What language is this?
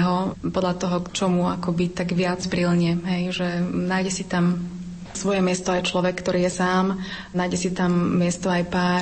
Slovak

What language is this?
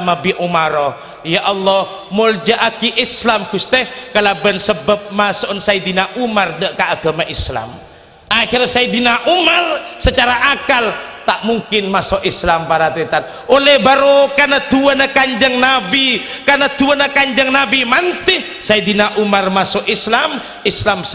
Madurese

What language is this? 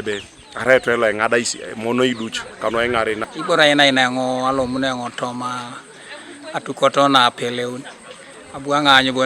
Teso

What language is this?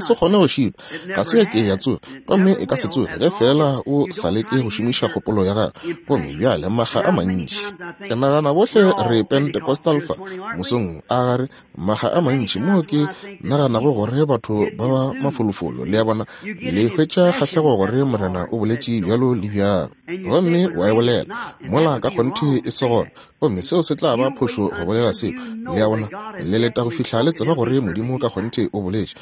Northern Sotho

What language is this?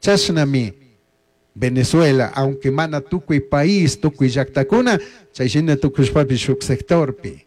Chimborazo Highland Quichua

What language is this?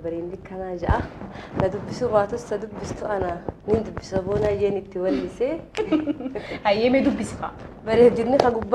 Oromo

